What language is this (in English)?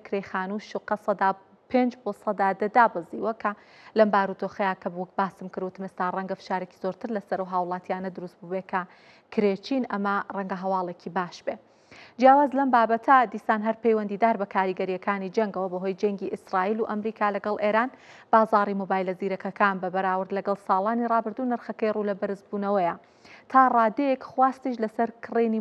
Central Kurdish